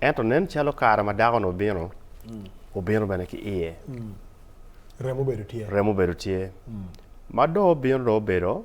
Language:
Acoli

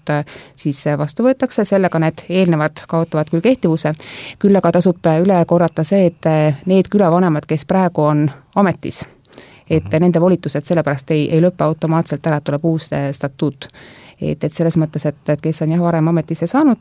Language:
Estonian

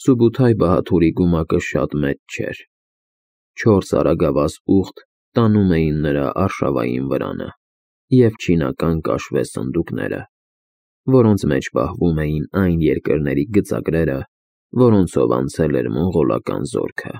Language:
Armenian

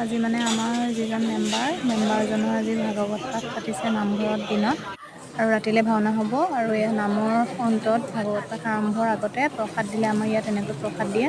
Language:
Assamese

